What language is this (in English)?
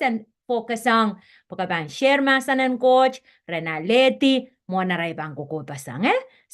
Pohnpeian